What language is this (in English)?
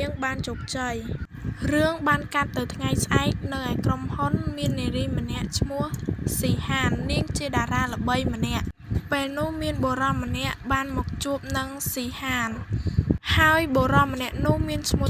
Khmer